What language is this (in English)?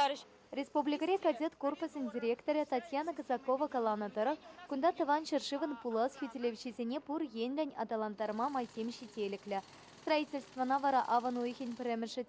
Chuvash